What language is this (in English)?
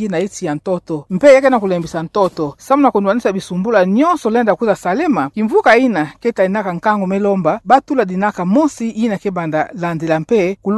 Kituba (Democratic Republic of Congo)